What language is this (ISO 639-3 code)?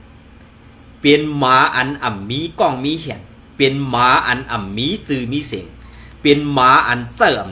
shn